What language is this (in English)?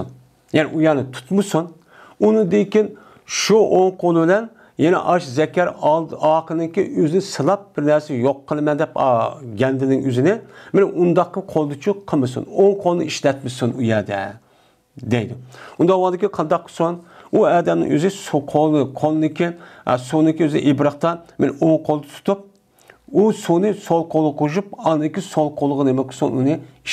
Uyghur